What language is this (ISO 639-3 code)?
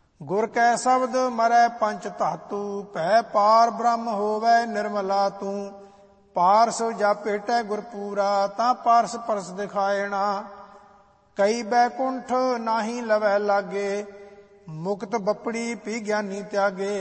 pan